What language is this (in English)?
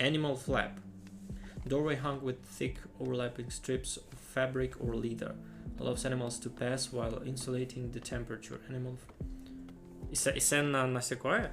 Rusyn